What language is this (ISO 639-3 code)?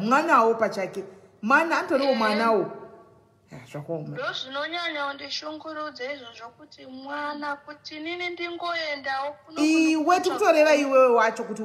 sna